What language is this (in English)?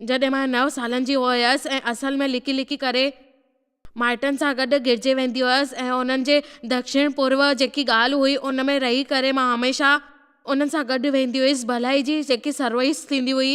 Sindhi